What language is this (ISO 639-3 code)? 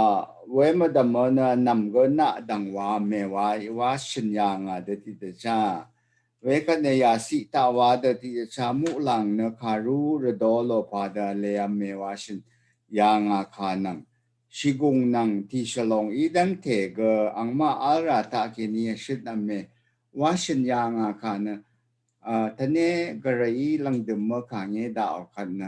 raw